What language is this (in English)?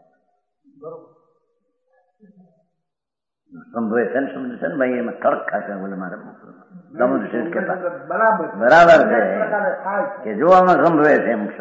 Gujarati